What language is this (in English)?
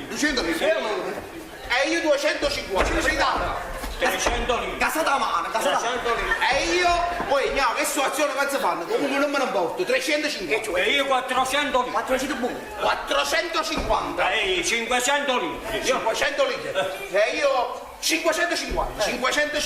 Neapolitan